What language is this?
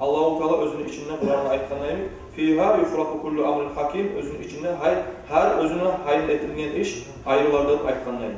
Kumyk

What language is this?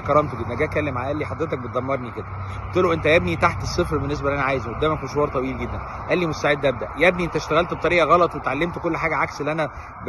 Egyptian Arabic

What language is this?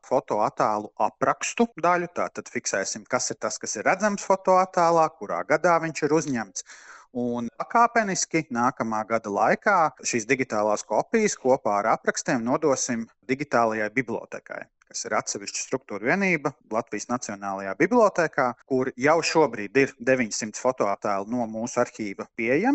Latvian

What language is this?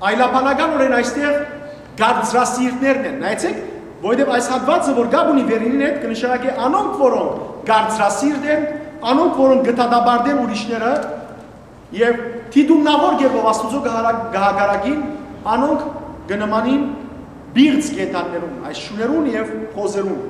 Western Armenian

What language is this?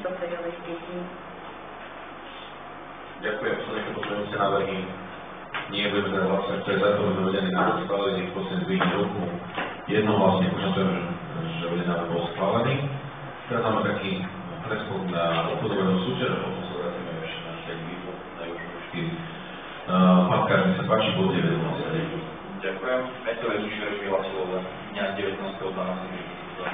Slovak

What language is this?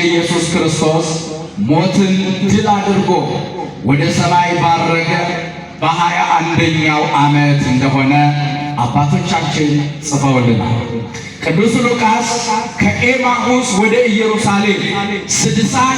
Amharic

